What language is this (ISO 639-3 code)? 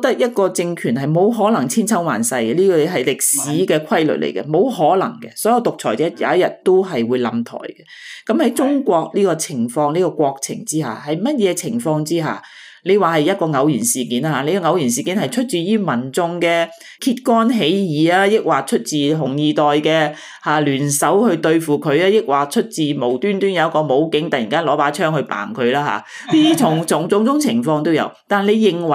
yue